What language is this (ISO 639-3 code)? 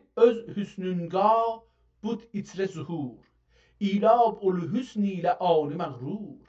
azb